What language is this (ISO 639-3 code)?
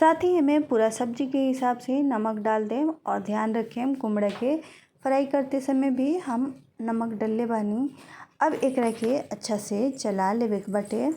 bho